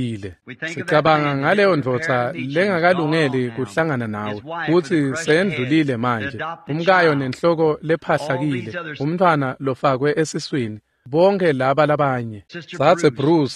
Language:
Swati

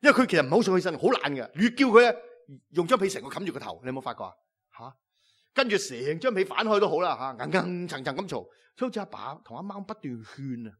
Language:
Cantonese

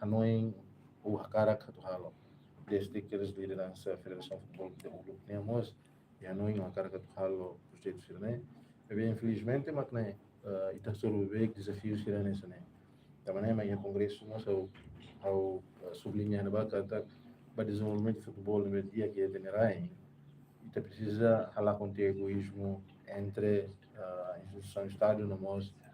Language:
Tetum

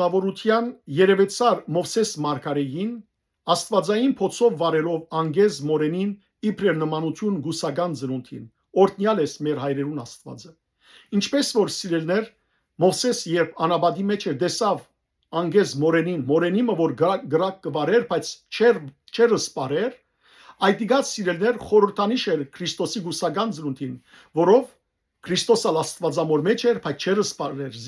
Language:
Western Armenian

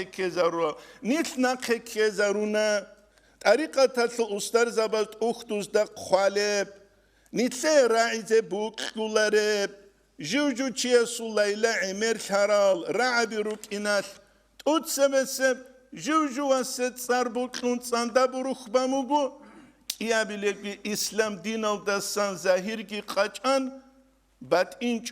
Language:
Avaric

